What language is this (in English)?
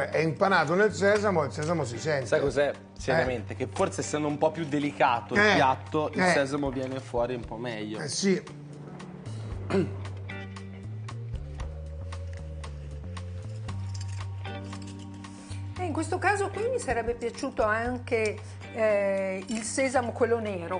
Italian